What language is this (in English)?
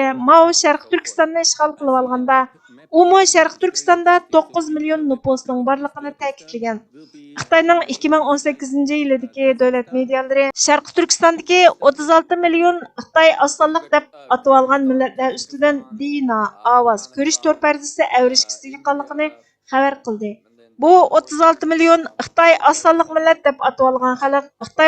Uyghur